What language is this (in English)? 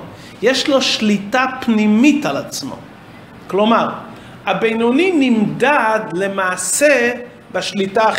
Hebrew